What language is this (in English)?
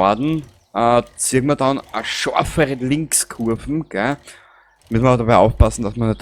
Bavarian